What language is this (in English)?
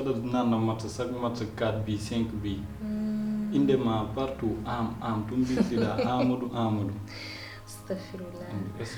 Fula